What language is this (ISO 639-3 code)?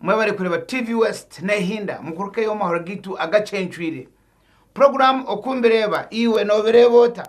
nyn